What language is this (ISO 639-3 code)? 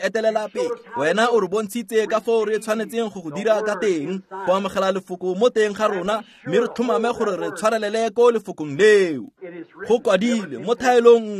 tsn